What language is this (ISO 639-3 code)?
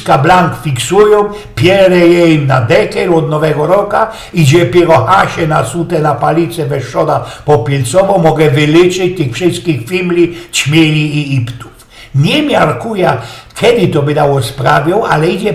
szl